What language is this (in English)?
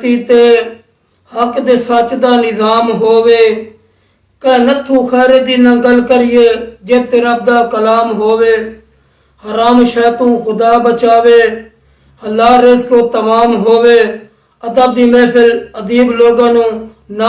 Saraiki